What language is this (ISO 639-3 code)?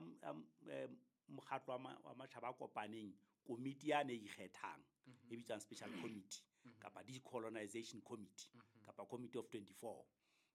sot